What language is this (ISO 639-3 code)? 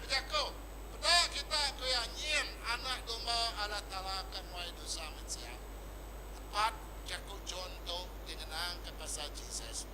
iba